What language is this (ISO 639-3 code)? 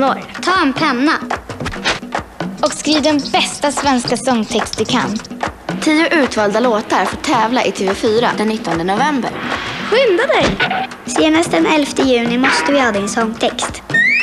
swe